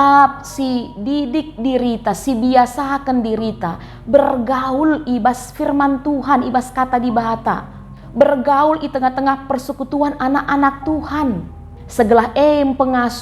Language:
Batak Karo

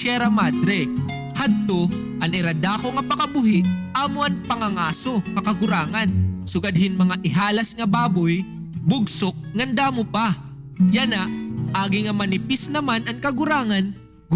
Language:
Waray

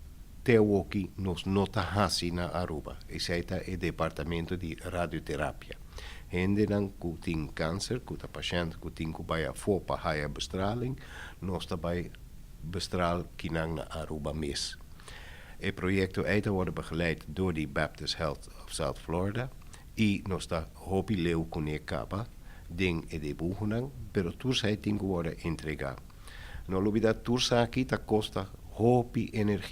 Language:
Papiamento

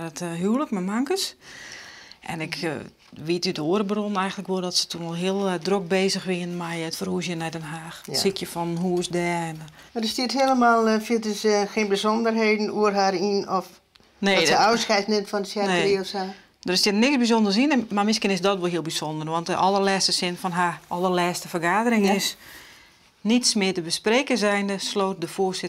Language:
Western Frisian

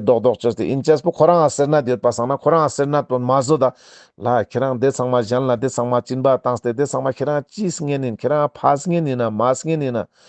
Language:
Ladakhi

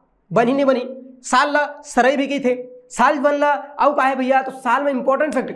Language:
Chhattisgarhi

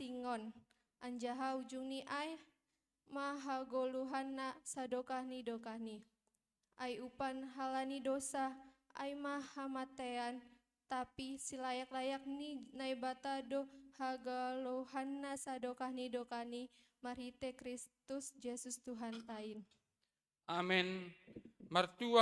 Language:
Batak Simalungun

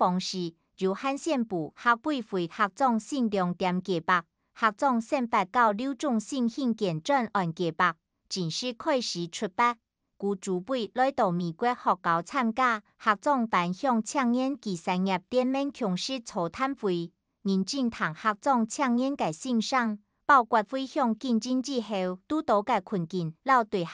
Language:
Hakka Chinese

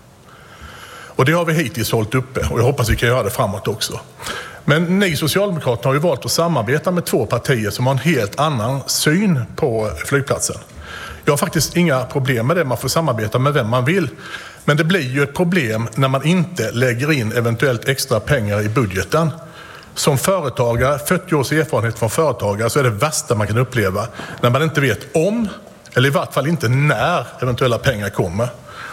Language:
Swedish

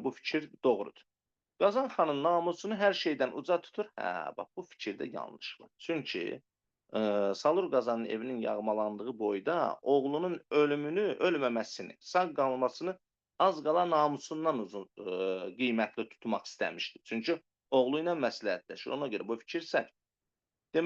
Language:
Azerbaijani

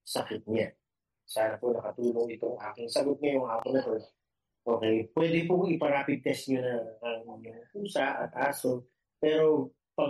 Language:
Filipino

